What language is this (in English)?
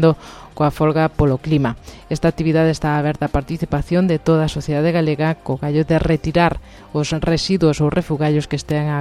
Galician